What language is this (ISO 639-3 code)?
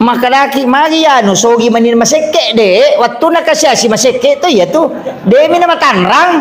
bug